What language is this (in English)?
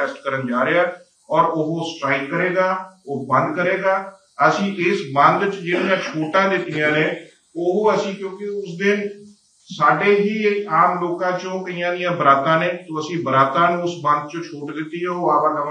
Punjabi